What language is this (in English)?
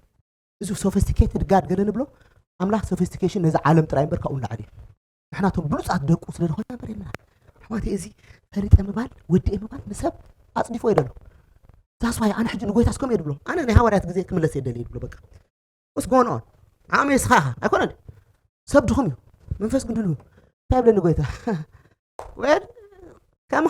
Tigrinya